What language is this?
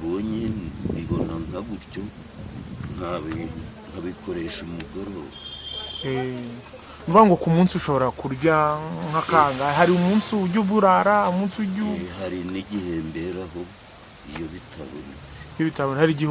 Kinyarwanda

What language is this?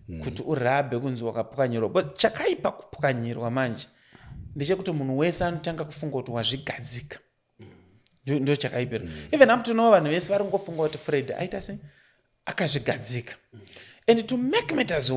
Shona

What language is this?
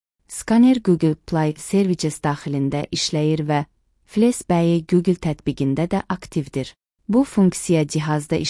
Azerbaijani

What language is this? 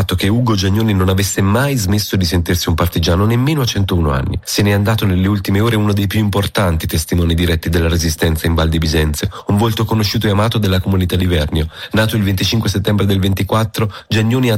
Italian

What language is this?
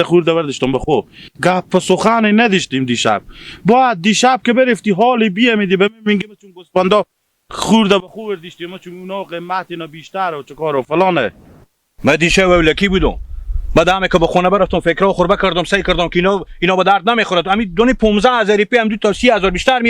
Hazaragi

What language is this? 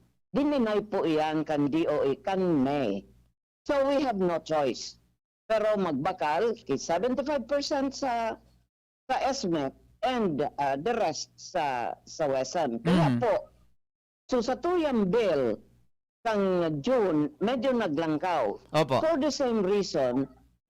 Bikol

